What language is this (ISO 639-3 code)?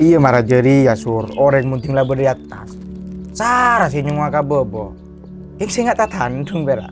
mad